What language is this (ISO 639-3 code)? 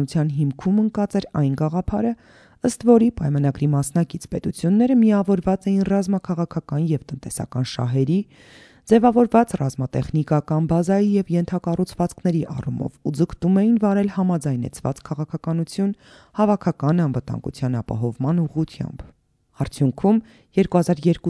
hye